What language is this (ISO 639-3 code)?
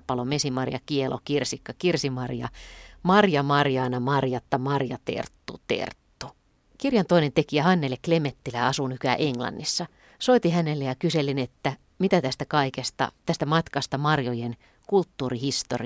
fin